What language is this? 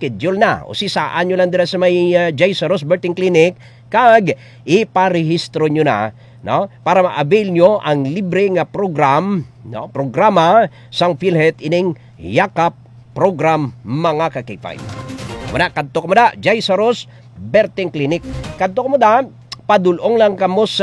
Hiligaynon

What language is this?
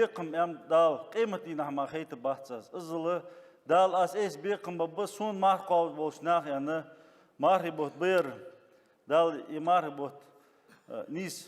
Ingush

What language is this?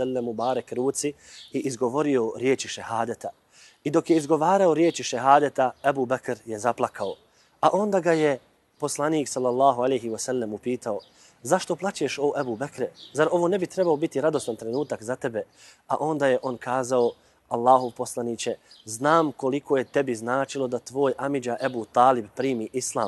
Bosnian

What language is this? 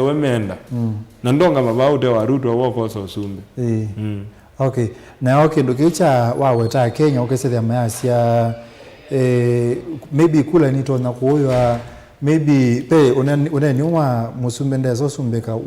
Kamba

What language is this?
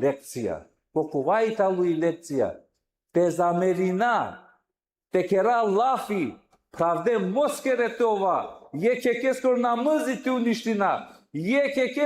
Balkan Romani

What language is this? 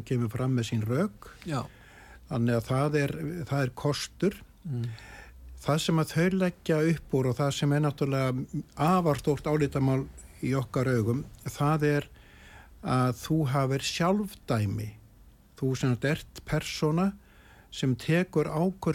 Icelandic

